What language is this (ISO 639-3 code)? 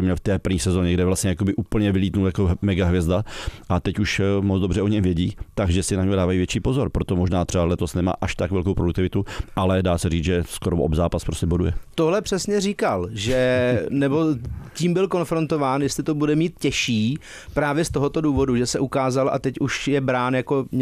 ces